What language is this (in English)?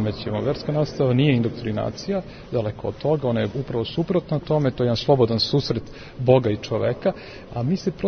Serbian